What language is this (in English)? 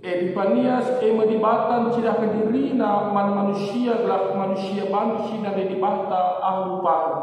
Batak Karo